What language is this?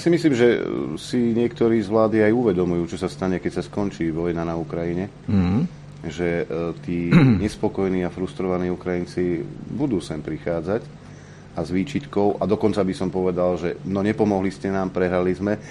Slovak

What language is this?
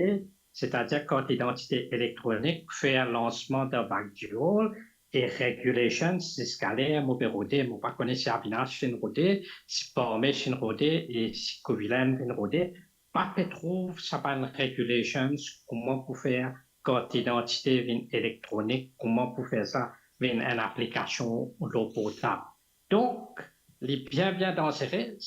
Morisyen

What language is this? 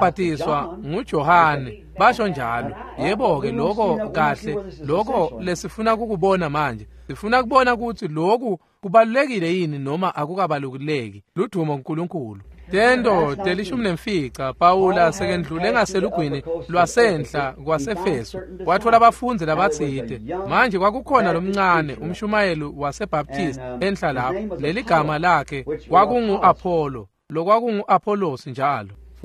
Swati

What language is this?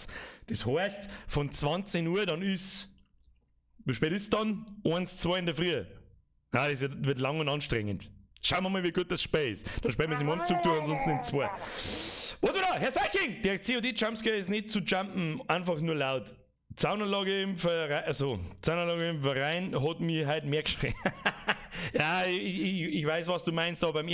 Bavarian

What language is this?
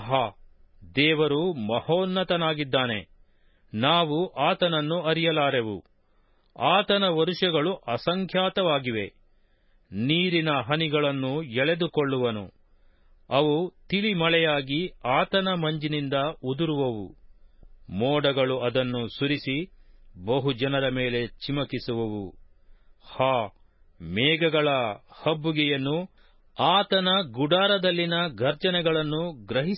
Kannada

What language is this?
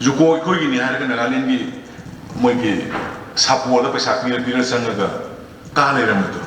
Manipuri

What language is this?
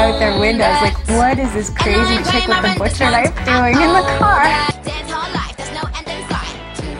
English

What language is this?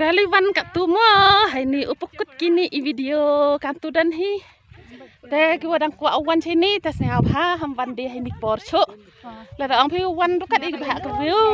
Khasi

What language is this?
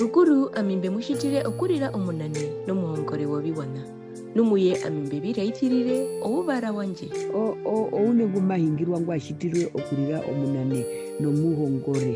Herero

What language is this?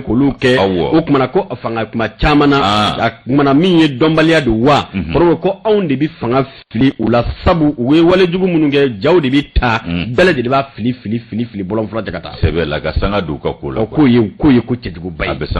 Bambara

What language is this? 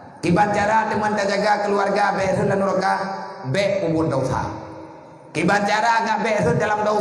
Achinese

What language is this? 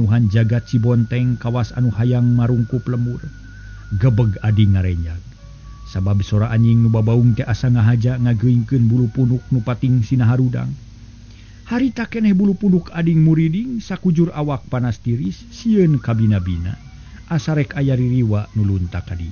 Sundanese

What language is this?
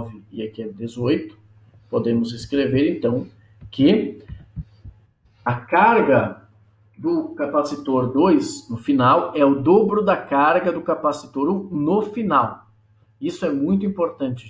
Portuguese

